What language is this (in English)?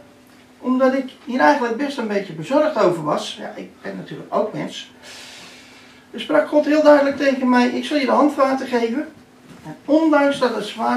Dutch